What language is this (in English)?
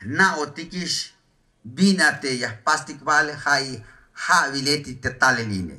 Tzeltal